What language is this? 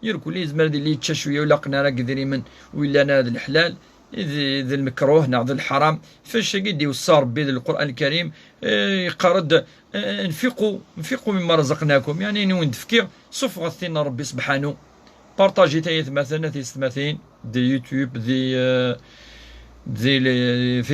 Kabyle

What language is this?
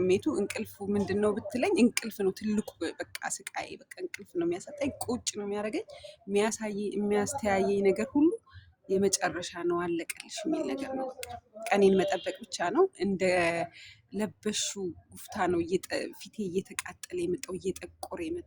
Amharic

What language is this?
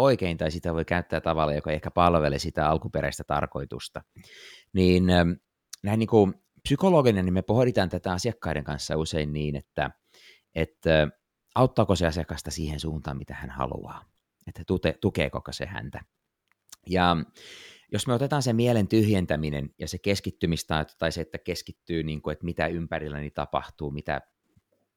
Finnish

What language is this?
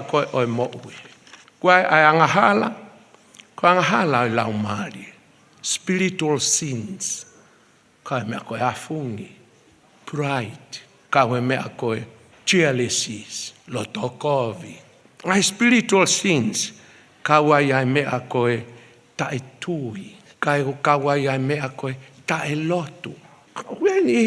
Tongan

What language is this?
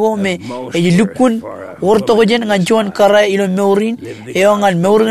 Marshallese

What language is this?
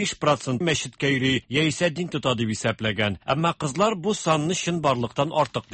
Tatar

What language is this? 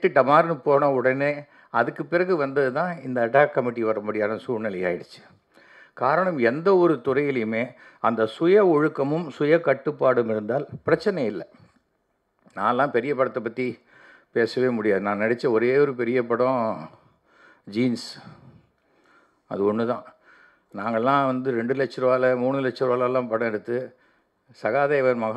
Tamil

